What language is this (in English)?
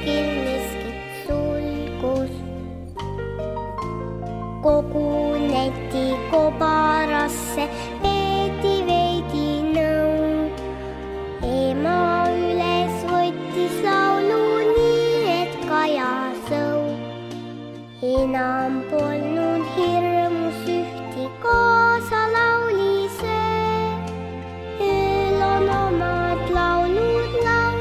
Estonian